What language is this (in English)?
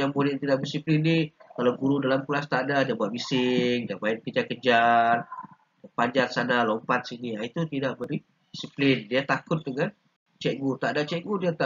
Malay